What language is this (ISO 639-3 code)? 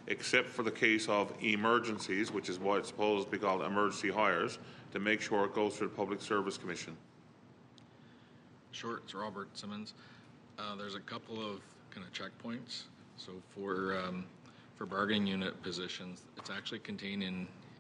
eng